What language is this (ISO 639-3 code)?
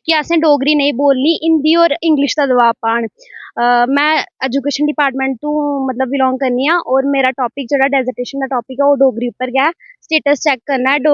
doi